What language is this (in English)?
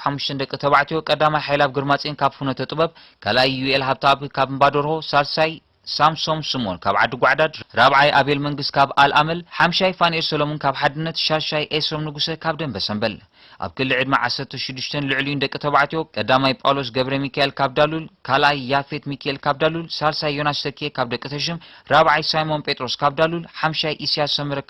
Tigrinya